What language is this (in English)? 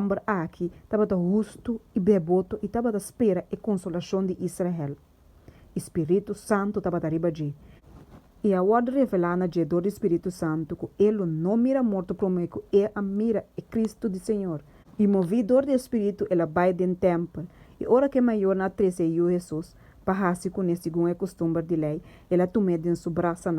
Papiamento